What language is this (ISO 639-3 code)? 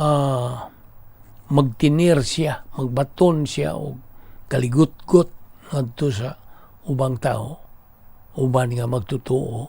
ceb